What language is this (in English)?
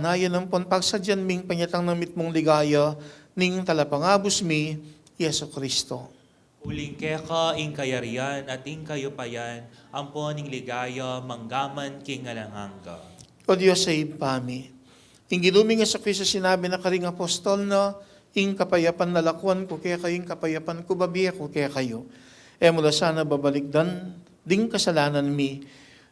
Pampanga